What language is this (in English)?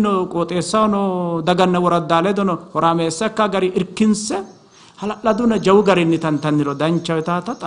Sidamo